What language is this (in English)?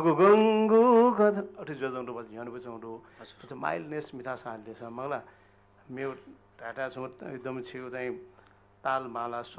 Newari